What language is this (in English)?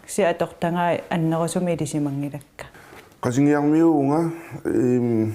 Kalaallisut